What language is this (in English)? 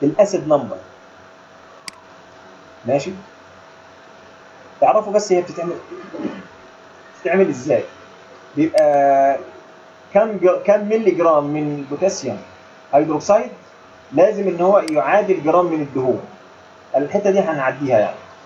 Egyptian Arabic